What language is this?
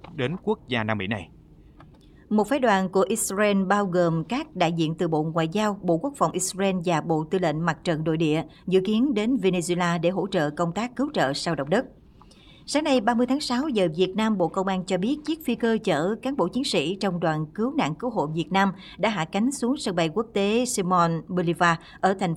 Vietnamese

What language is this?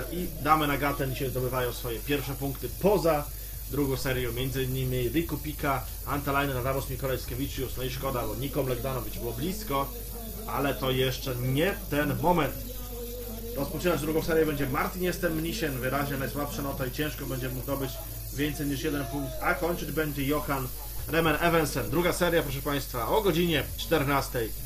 Polish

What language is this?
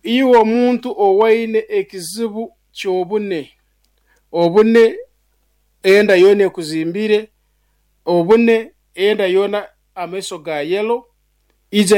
Nyoro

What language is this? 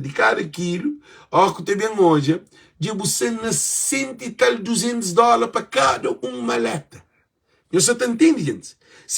Kabuverdianu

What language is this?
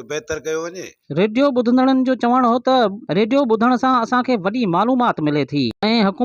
Sindhi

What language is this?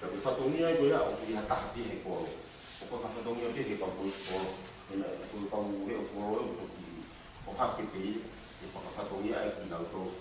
Tongan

